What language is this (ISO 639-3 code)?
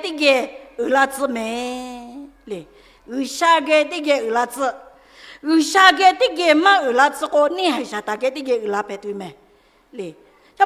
lhu